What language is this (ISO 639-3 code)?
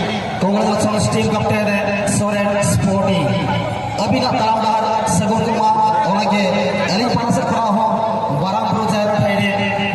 sat